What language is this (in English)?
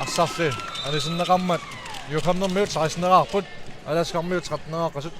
Kalaallisut